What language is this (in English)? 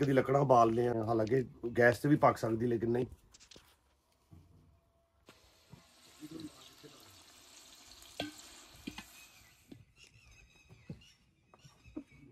Punjabi